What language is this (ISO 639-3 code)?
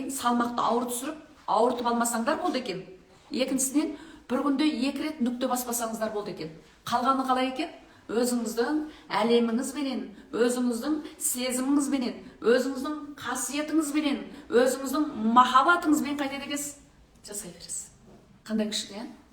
kaz